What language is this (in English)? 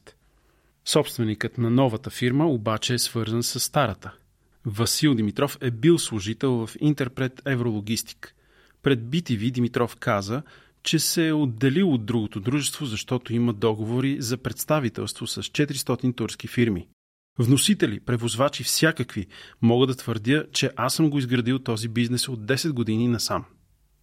Bulgarian